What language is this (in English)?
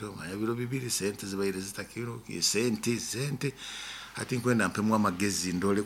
Nyoro